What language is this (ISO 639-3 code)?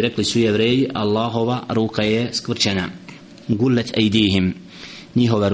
bos